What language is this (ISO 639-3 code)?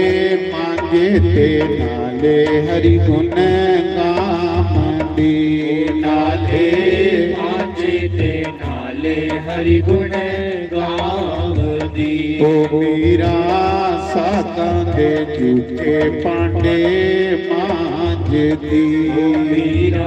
doi